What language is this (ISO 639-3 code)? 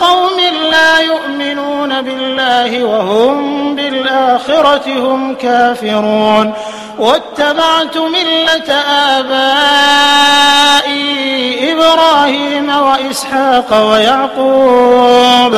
ara